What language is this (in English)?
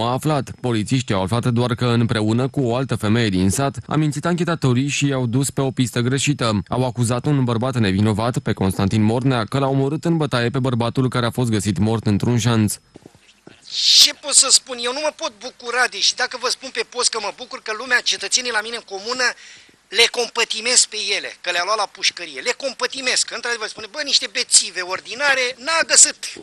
Romanian